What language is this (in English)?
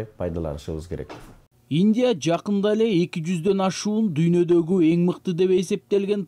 Kyrgyz